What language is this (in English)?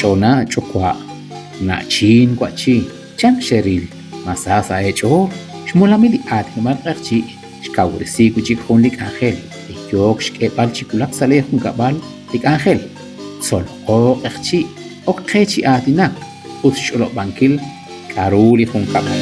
Kekchí